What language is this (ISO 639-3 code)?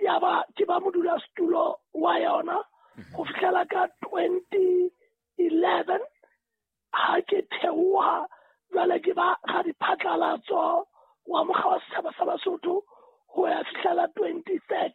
sot